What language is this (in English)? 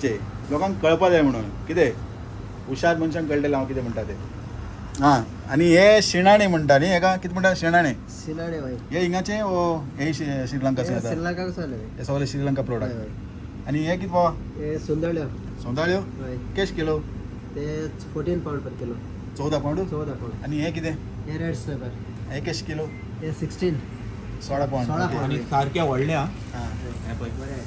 Konkani